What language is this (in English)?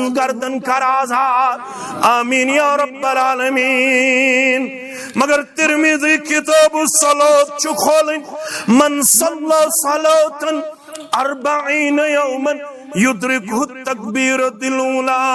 Kashmiri